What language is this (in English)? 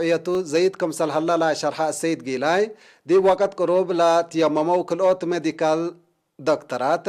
Tigre